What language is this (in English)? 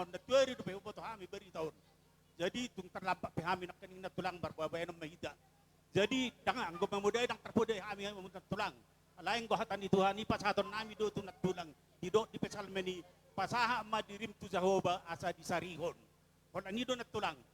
Batak Toba